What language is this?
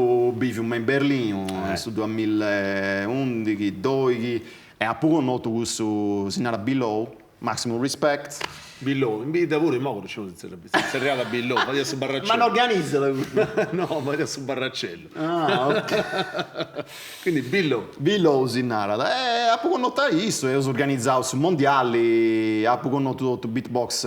Sardinian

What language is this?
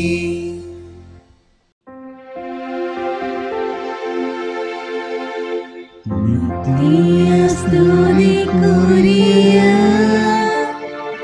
Tamil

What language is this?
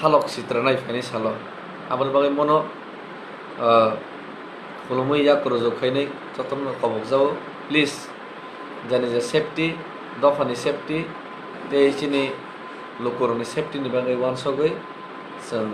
Kok Borok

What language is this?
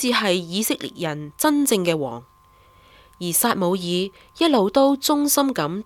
Cantonese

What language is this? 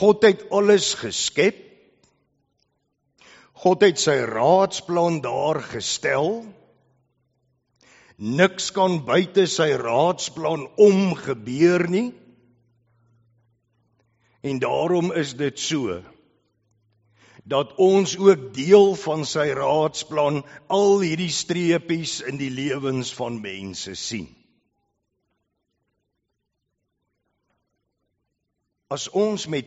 Afrikaans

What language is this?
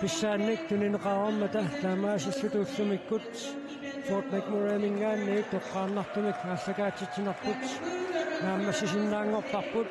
Kalaallisut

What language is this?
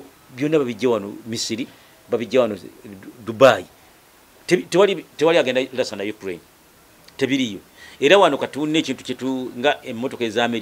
Ganda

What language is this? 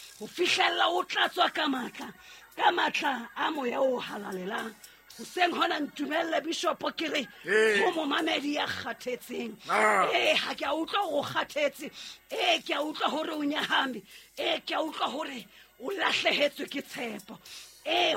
Southern Sotho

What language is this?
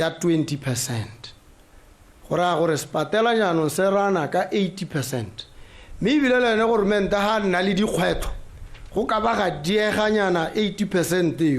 Tswana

